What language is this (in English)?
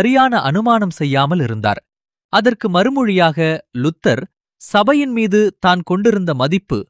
Tamil